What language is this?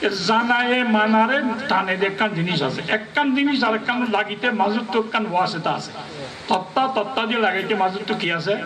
Rohingya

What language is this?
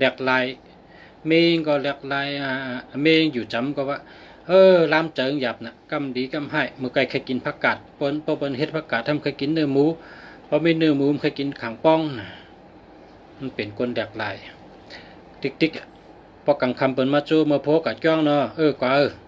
Shan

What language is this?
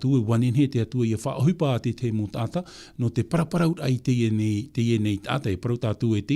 Tahitian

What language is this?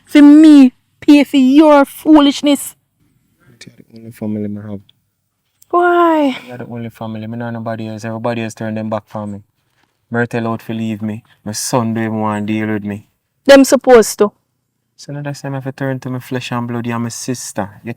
Jamaican Creole English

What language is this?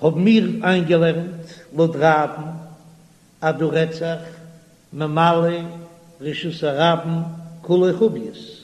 Yiddish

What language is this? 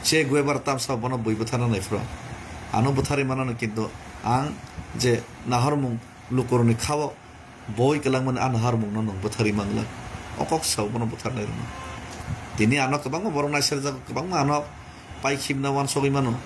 Kok Borok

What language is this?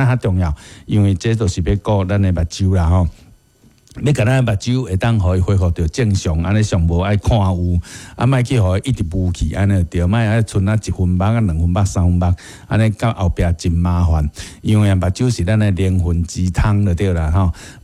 Min Nan Chinese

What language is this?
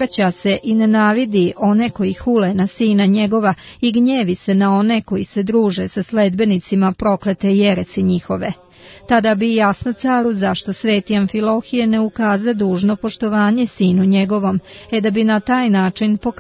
Serbian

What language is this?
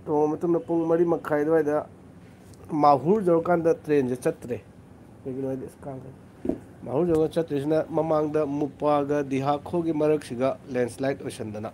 Manipuri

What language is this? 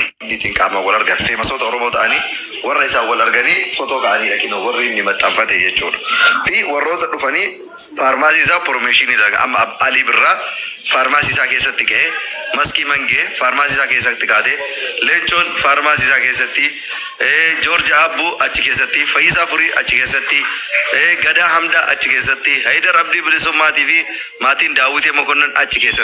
Oromo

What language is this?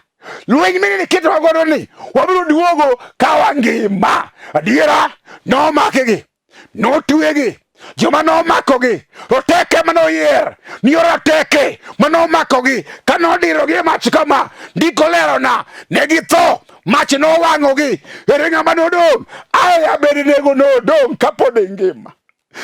Luo (Kenya and Tanzania)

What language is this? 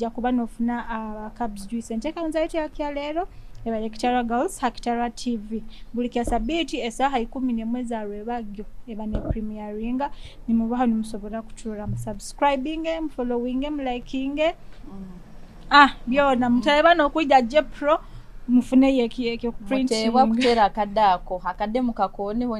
Nyoro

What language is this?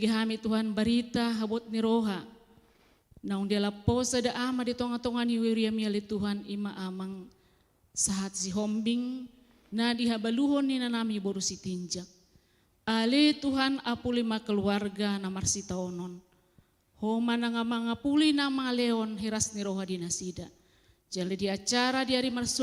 Batak Toba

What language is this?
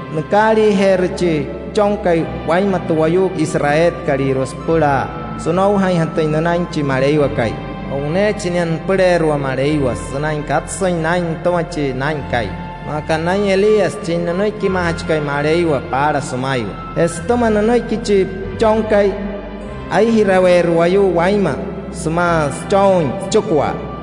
Wayuu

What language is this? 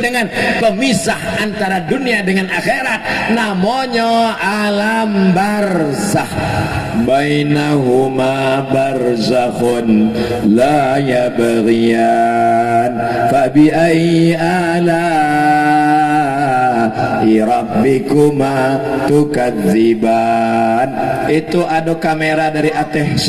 Minangkabau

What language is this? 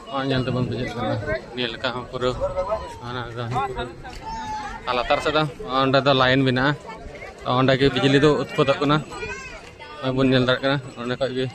Santali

